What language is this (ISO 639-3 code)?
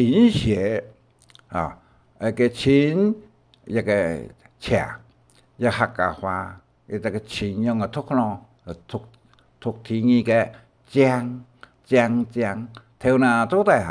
hak